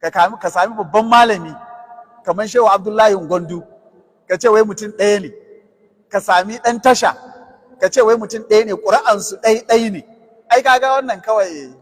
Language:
Hausa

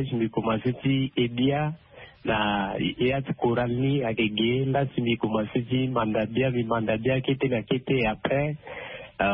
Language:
Sango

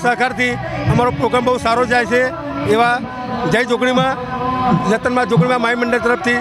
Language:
Gujarati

